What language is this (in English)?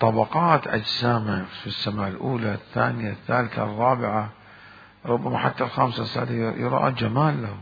Mesopotamian Arabic